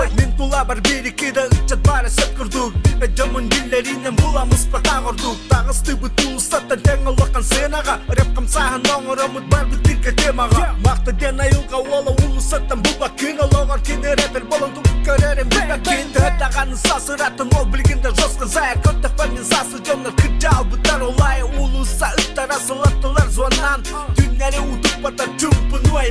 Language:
Yakut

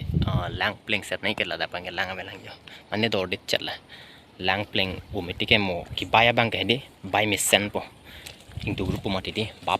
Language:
Karbi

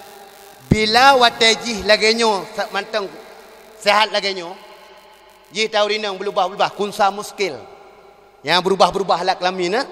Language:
Achinese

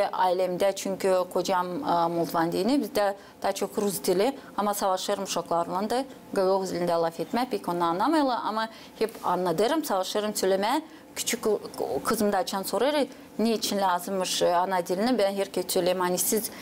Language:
Gagauz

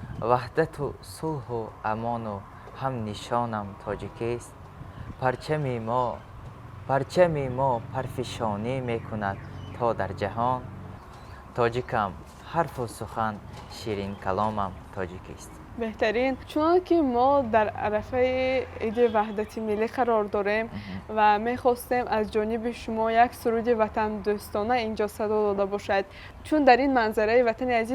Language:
Tajik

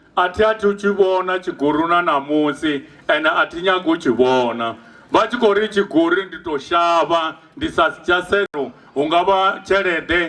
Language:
Venda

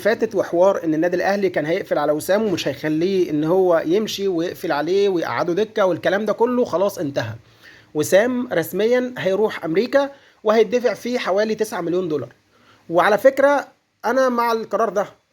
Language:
Egyptian Arabic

